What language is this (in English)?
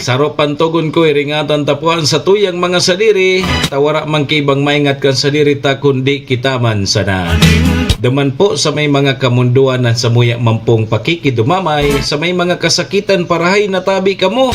Bikol